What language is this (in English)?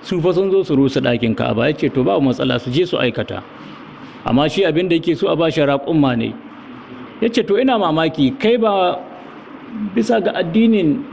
Hausa